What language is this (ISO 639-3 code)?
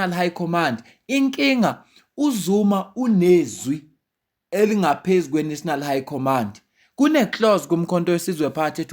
zul